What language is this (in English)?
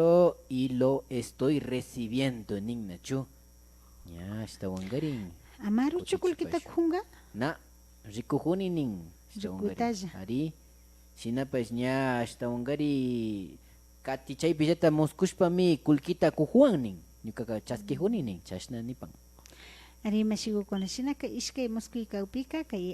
Imbabura Highland Quichua